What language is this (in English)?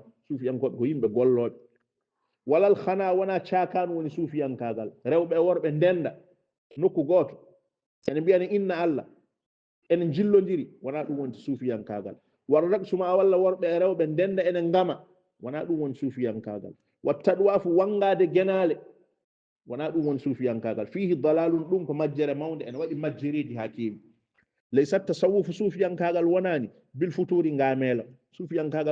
Fula